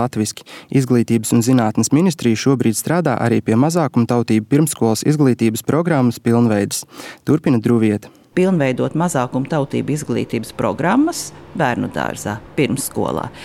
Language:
Latvian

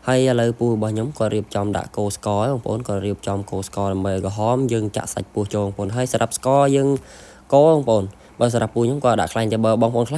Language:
Khmer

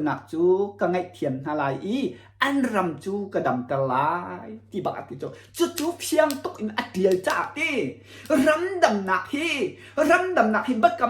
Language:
Hakha Chin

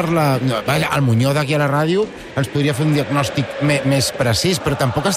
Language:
Catalan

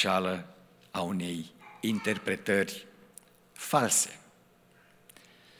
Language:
Romanian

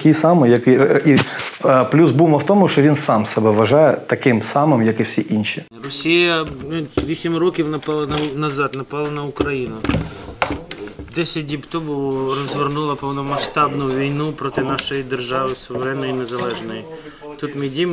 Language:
Ukrainian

